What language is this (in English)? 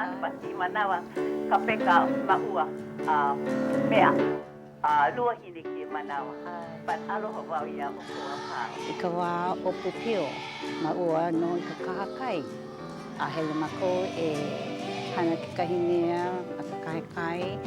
Hawaiian